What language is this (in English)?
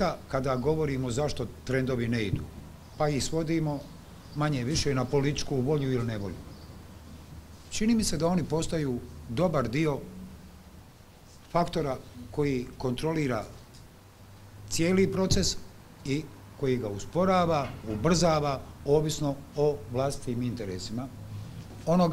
Bosnian